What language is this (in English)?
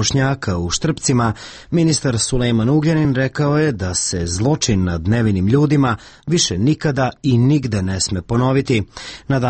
Serbian